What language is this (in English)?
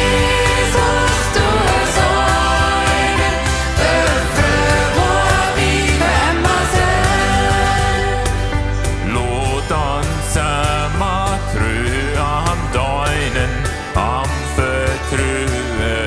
Plautdietsch